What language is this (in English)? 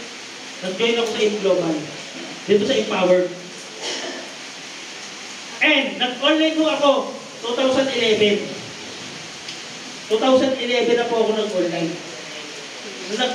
Filipino